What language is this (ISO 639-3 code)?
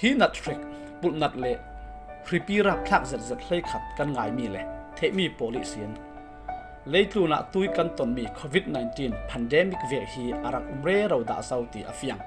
cfm